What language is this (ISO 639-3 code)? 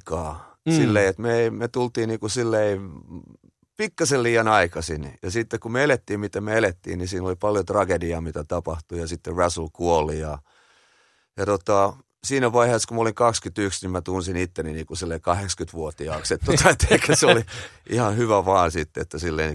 fin